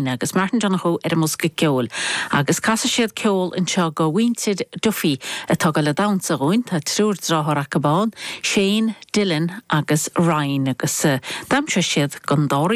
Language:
Irish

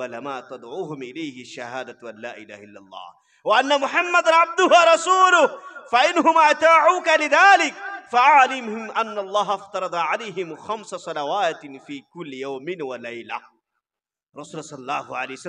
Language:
Bangla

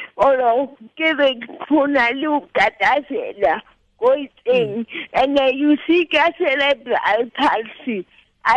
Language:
Tswana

